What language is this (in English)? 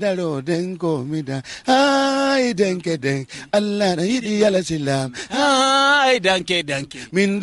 Hausa